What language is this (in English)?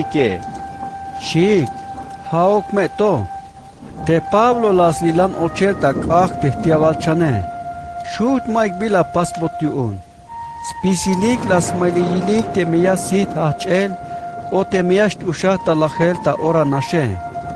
Tzeltal